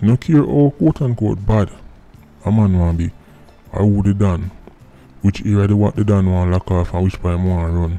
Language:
Jamaican Creole English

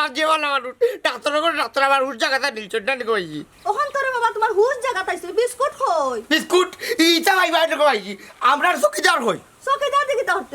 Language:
Sylheti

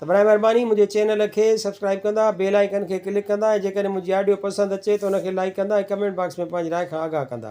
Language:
Sindhi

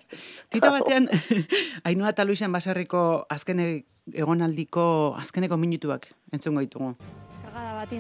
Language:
Basque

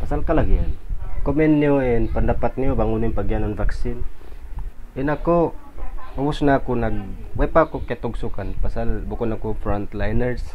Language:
Tausug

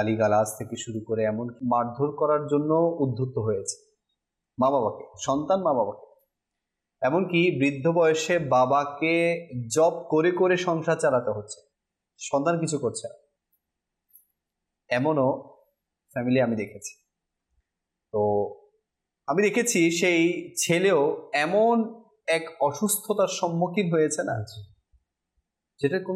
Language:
Bangla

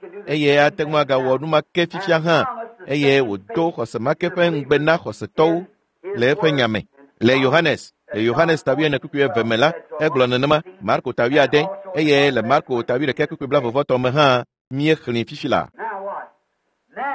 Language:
Ewe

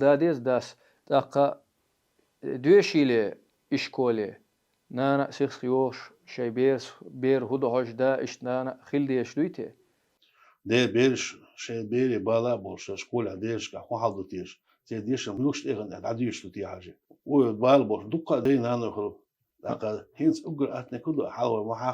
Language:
Chechen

